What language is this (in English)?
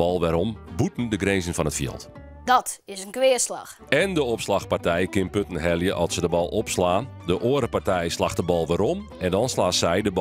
Western Frisian